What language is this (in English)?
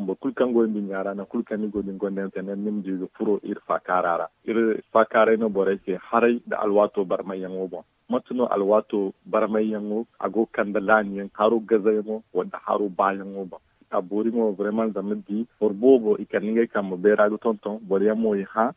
Zarma